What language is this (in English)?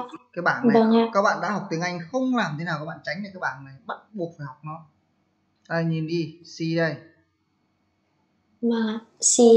Vietnamese